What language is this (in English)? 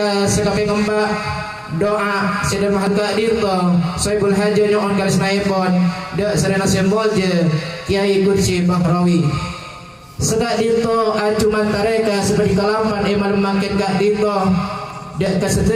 Madurese